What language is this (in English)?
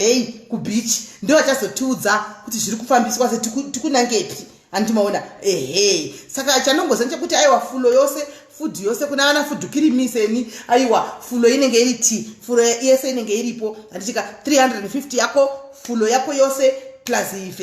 Shona